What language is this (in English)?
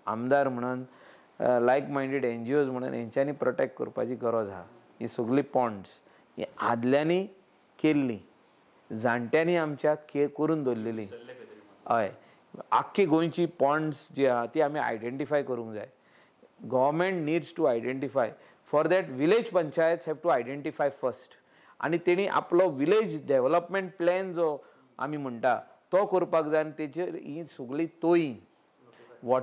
Konkani